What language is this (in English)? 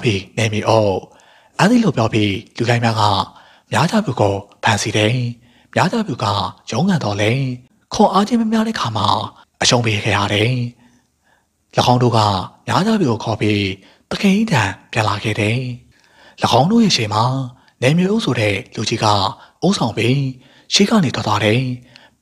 Burmese